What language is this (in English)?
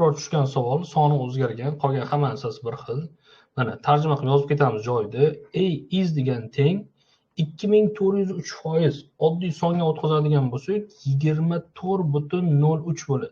Uzbek